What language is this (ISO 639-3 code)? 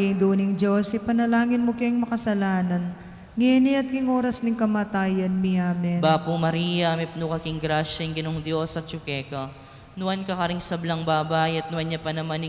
pam